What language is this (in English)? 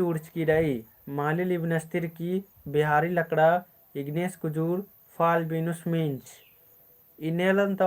Kurukh